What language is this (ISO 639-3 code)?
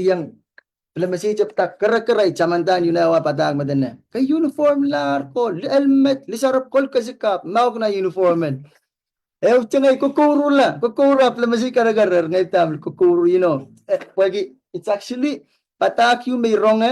pon